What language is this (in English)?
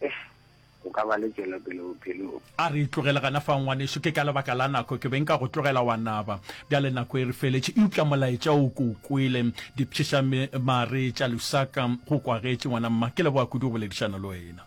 Northern Sotho